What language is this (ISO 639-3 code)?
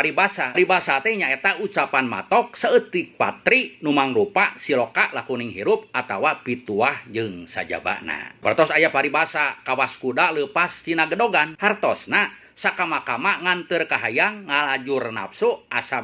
sun